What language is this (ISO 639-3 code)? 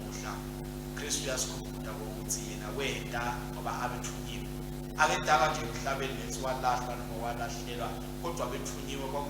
ssw